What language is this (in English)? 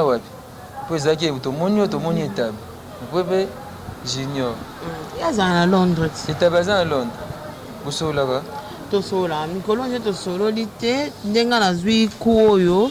Lingala